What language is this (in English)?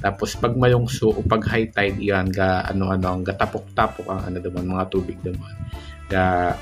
Bikol